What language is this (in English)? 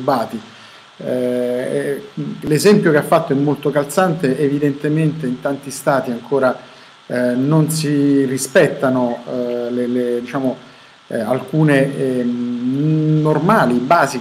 Italian